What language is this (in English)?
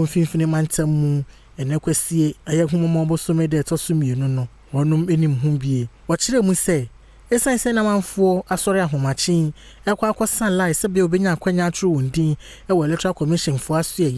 Akan